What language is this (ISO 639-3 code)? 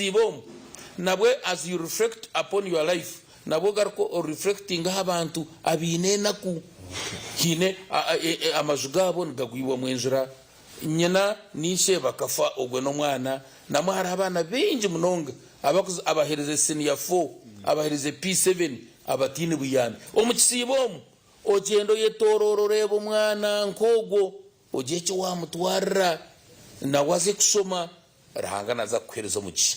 nyn